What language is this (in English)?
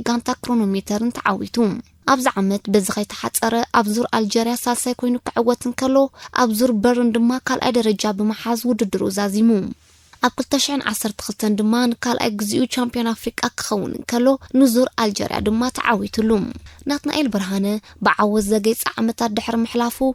Tigrinya